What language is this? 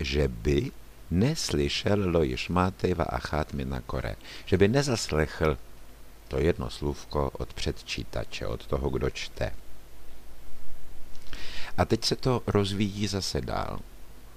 Czech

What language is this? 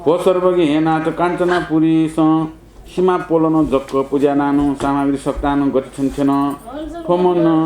Newari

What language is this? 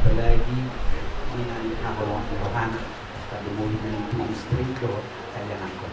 Batak Toba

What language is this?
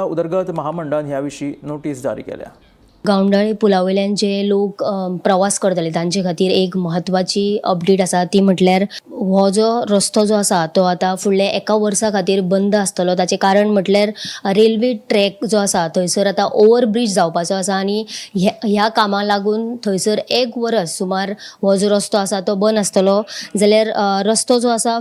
Konkani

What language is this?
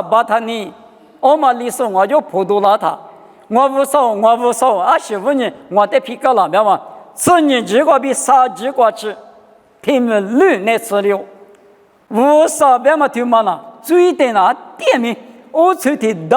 Lisu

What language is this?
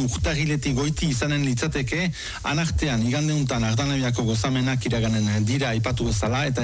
Basque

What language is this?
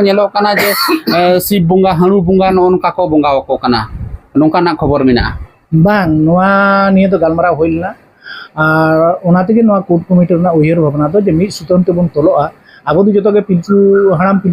Santali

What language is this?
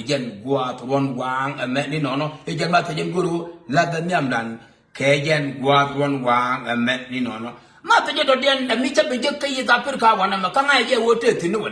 Nuer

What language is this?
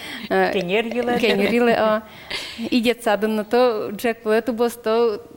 Udmurt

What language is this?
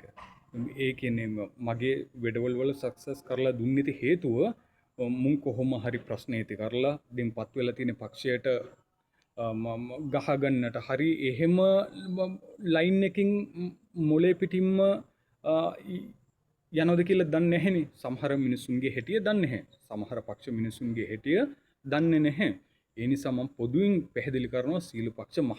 Sinhala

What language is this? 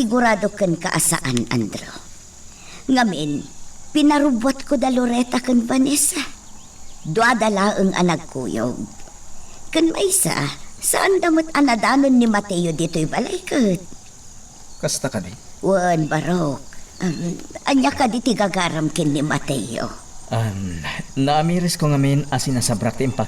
Iloko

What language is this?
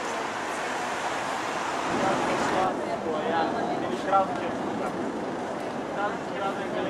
Bulgarian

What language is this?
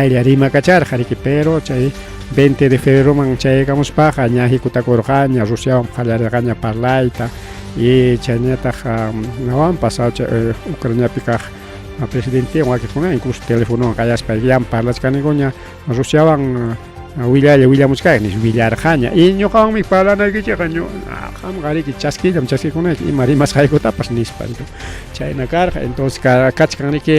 Ayacucho Quechua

